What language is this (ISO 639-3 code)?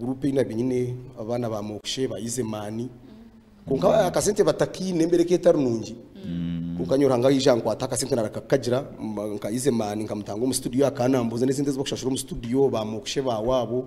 nyn